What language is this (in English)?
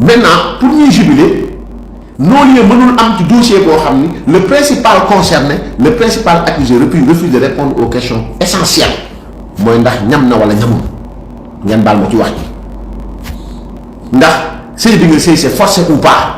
Wolof